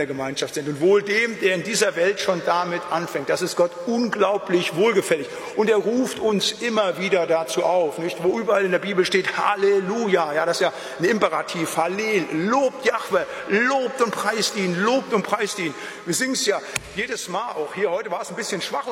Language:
German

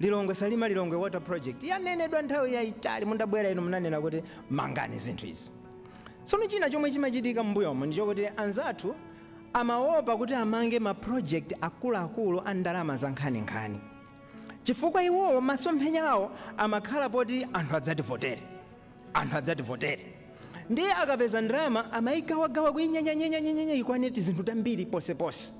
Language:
Nyanja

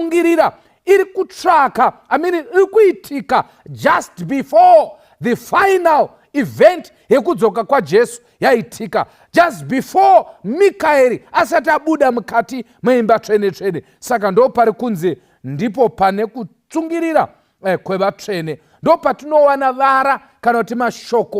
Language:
Shona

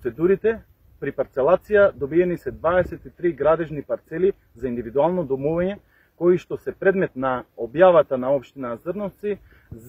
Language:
Macedonian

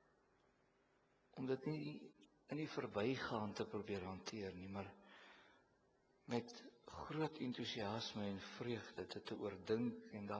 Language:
Afrikaans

